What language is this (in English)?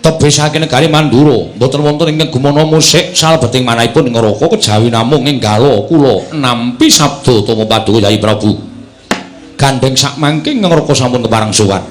Javanese